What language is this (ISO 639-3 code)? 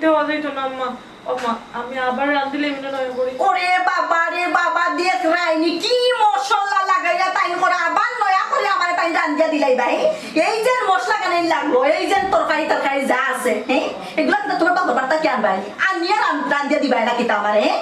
syl